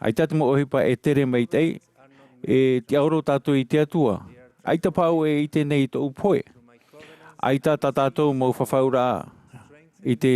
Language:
Tahitian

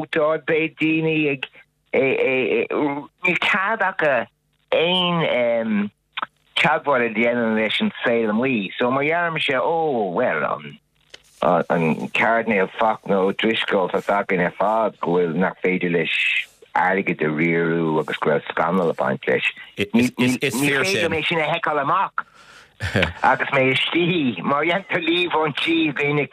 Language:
Irish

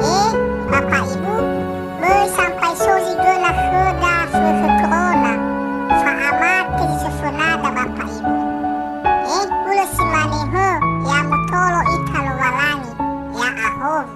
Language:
Nias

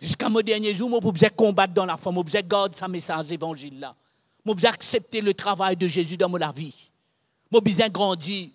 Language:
Morisyen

